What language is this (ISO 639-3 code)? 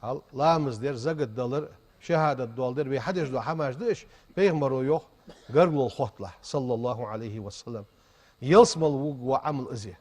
inh